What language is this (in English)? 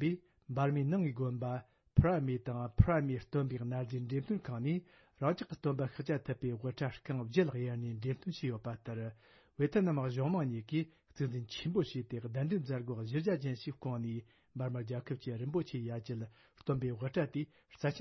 Tibetan